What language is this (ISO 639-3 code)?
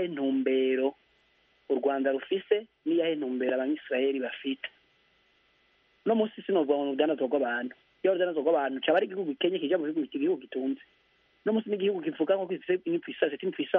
kin